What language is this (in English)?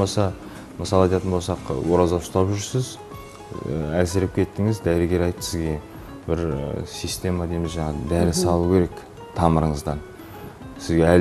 Kazakh